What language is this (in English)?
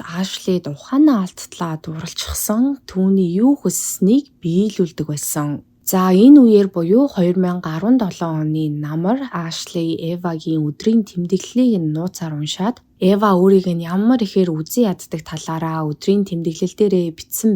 Mongolian